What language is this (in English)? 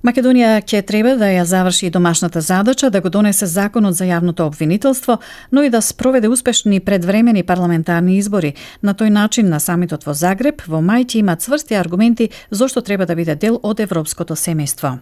Macedonian